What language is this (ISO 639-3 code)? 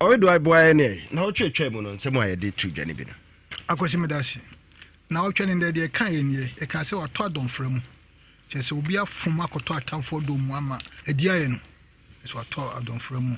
aka